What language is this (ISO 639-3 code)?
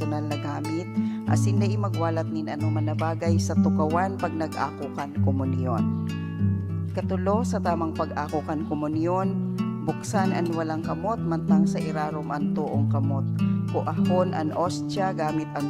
bik